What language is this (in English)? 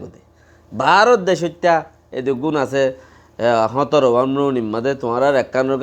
Rohingya